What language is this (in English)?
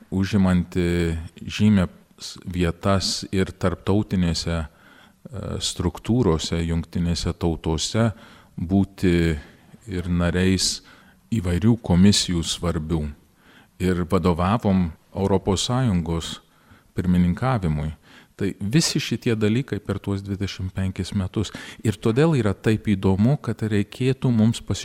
Lithuanian